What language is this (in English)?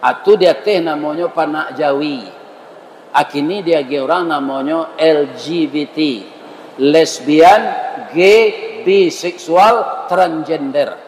Minangkabau